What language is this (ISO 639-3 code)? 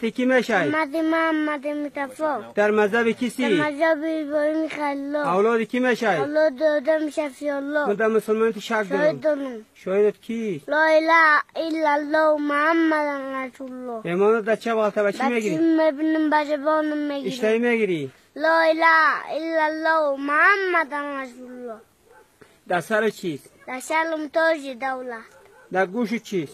tgk